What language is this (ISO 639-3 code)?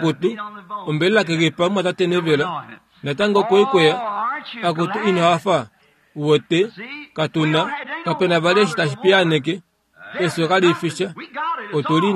kua